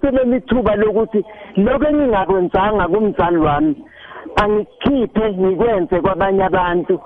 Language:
South Ndebele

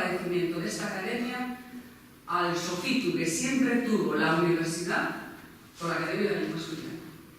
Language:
Asturian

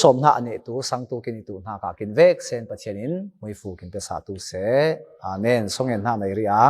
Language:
Falam Chin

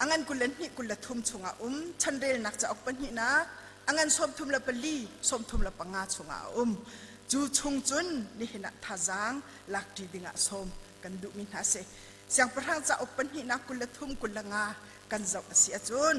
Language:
Hakha Chin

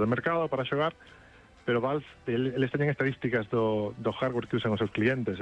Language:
Galician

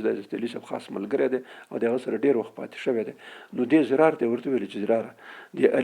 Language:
Pashto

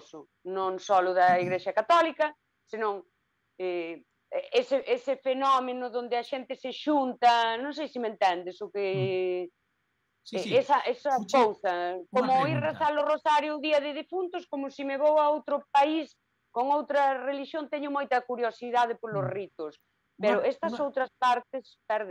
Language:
Galician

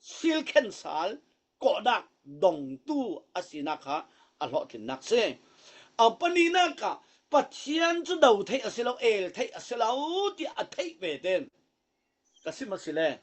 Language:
Falam Chin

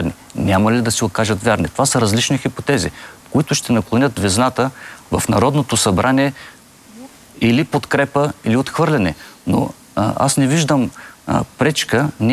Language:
Bulgarian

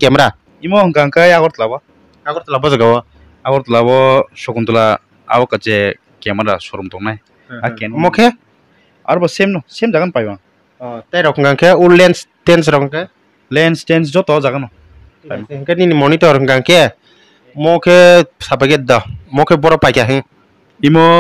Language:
Kok Borok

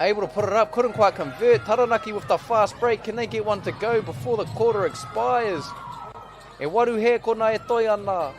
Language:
Māori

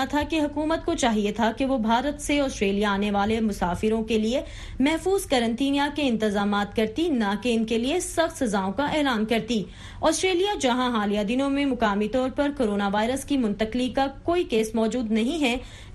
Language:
Urdu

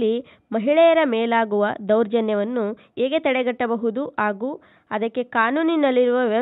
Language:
Kannada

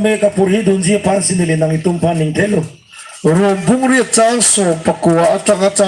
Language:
Karbi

